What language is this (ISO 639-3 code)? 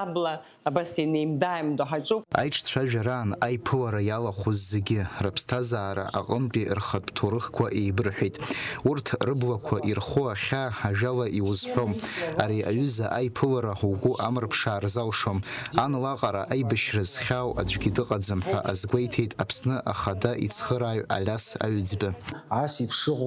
abk